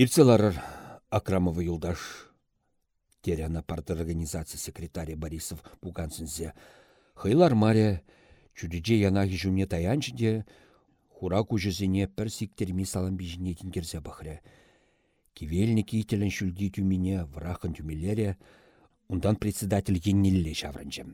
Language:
Chuvash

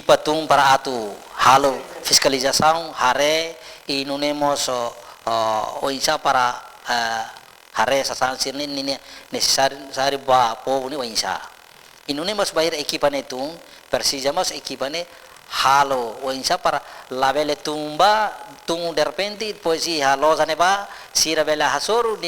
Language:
Tetum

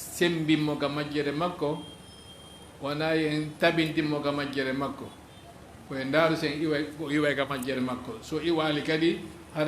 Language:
Fula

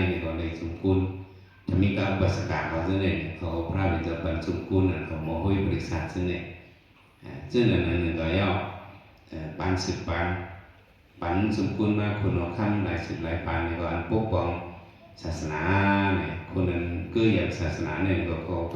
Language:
Shan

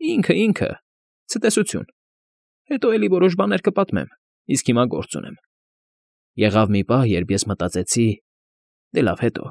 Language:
Armenian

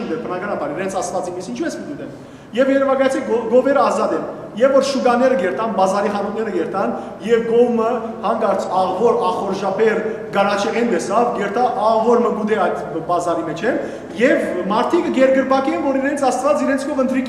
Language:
Western Armenian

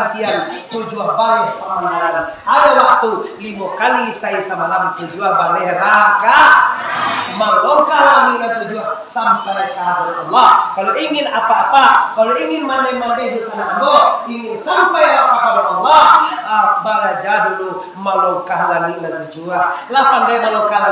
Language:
Minangkabau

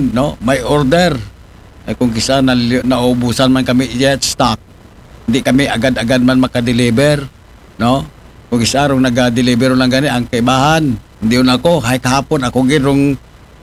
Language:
Aklanon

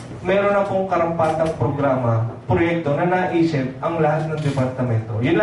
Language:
Filipino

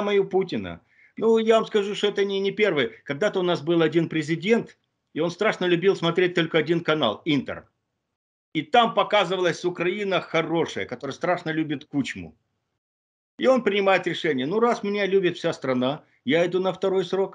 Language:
Russian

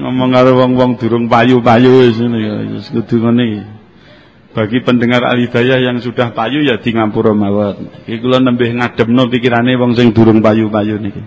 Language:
Javanese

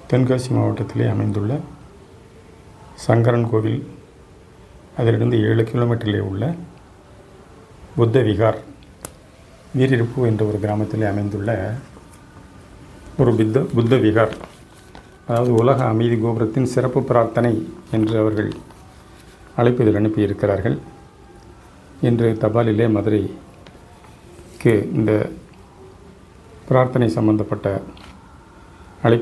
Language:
Tamil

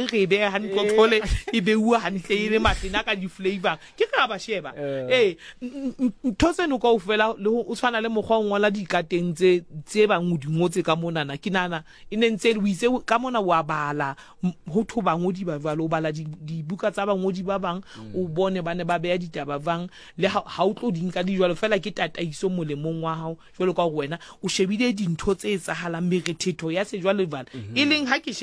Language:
Southern Sotho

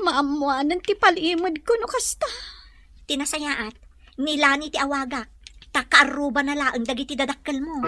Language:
Iloko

